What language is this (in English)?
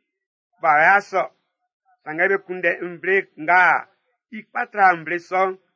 Baoulé